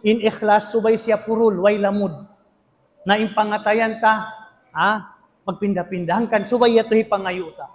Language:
Tausug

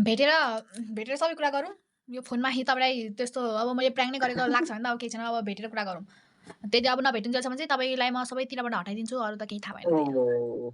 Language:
Nepali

